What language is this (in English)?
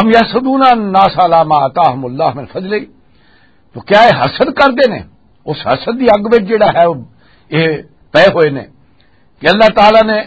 Western Panjabi